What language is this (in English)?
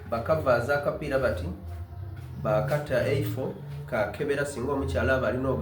Soga